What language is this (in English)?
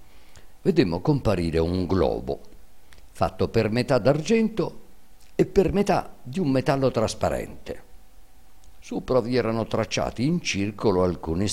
Italian